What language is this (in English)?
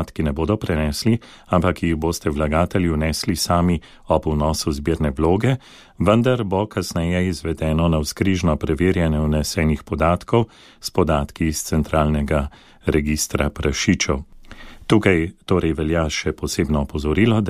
Slovenian